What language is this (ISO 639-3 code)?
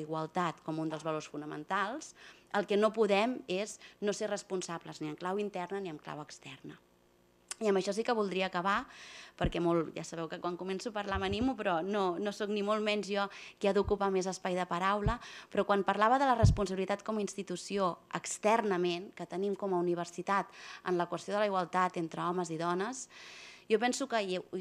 cat